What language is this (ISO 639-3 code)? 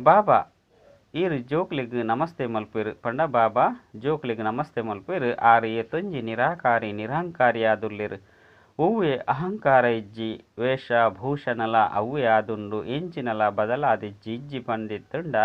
tcy